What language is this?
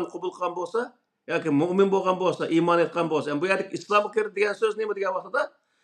Uyghur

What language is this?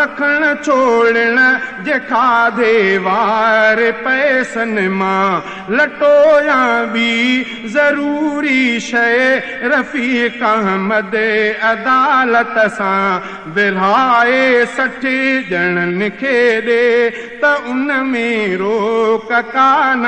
Sindhi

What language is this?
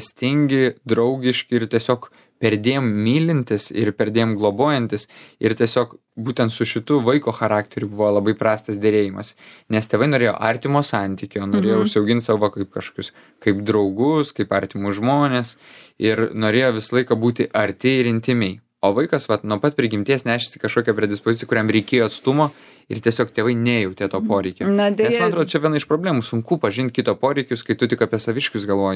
Lithuanian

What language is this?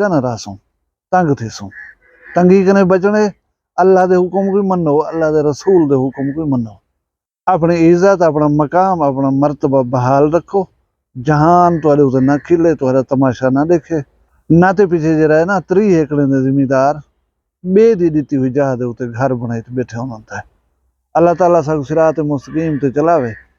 Saraiki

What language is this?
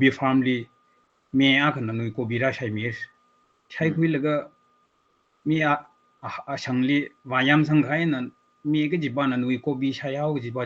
Tangkhul Naga (India)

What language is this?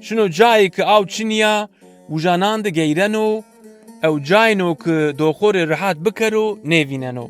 Zaza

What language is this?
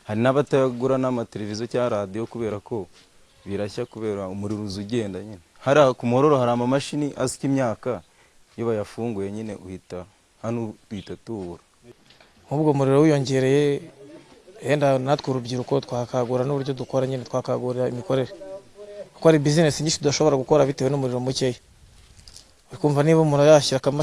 Kinyarwanda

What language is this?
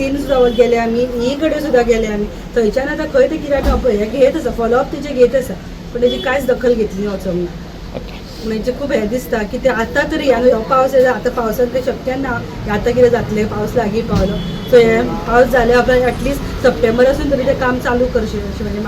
Konkani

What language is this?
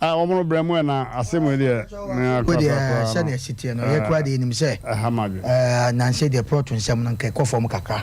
Akan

